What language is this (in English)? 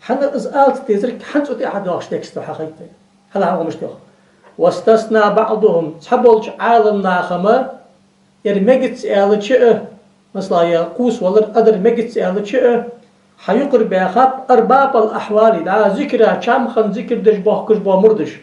Ingush